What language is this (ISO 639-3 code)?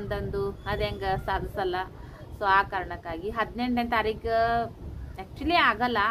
kan